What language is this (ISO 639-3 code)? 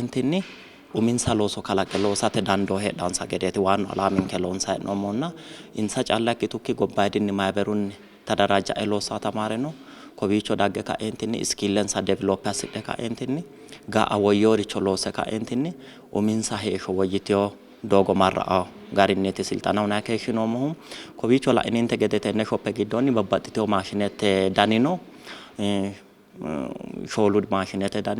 sid